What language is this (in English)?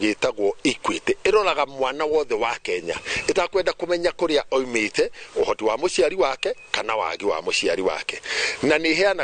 Kikuyu